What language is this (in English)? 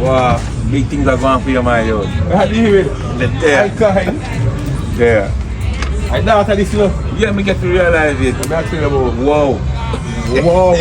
Jamaican Creole English